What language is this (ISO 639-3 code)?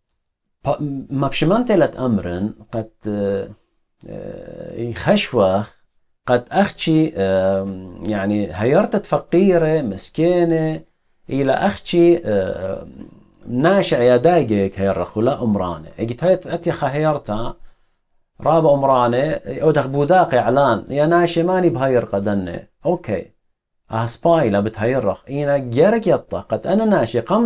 aii